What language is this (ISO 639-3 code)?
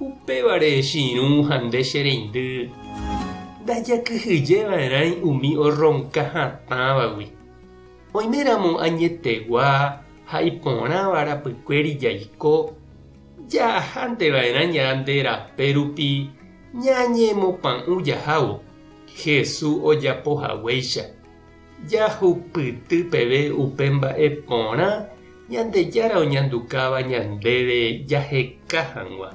grn